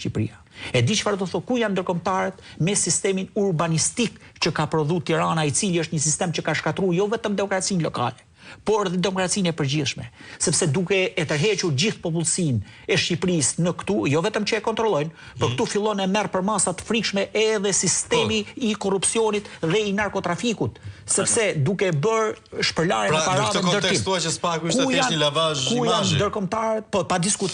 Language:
Albanian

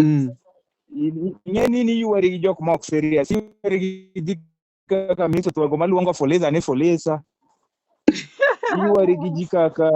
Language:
Luo (Kenya and Tanzania)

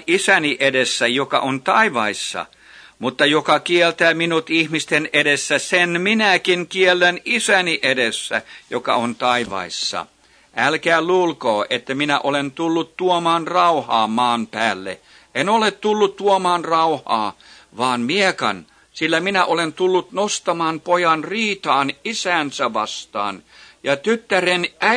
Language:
Finnish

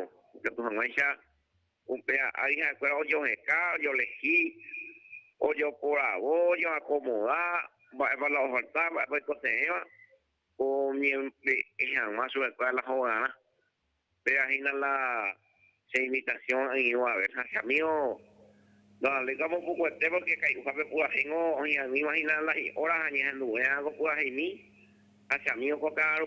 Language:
Guarani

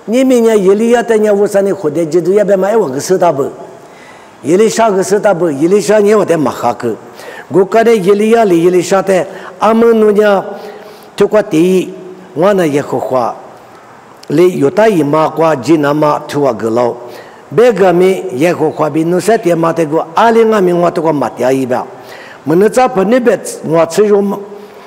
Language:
Lisu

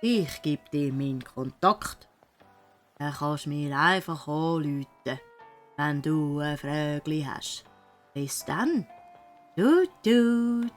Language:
Swiss German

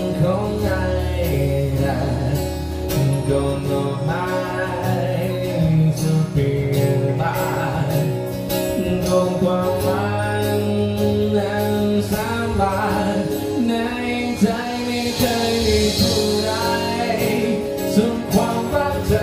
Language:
Thai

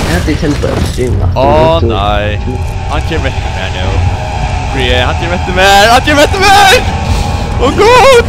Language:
Faroese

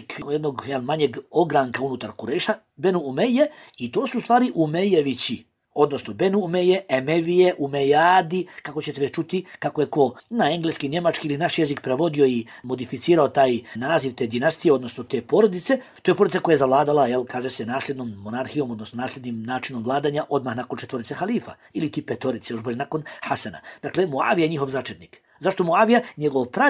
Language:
Bosnian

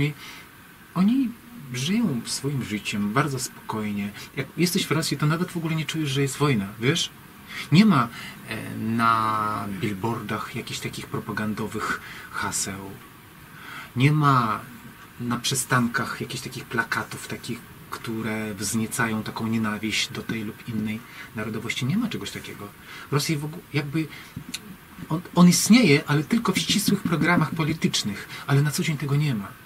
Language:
Polish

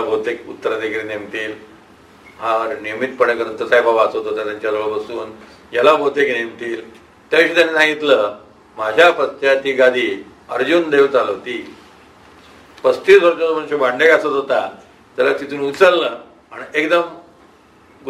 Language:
Marathi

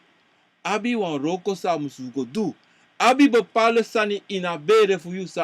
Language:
Sranan Tongo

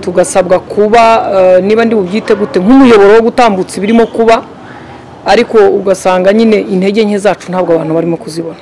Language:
Kinyarwanda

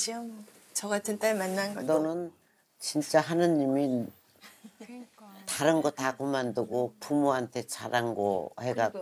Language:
Korean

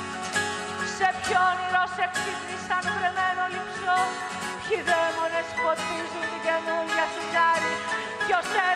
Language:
Greek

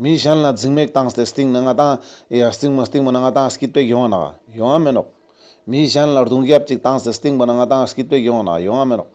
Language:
Ladakhi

